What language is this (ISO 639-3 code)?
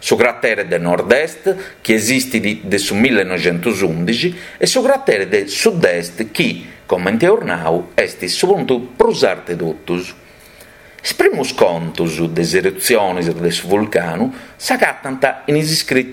srd